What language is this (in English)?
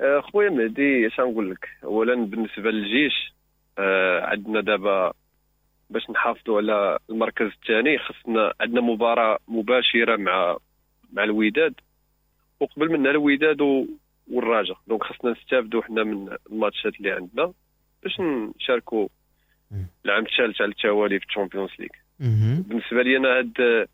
Moroccan Arabic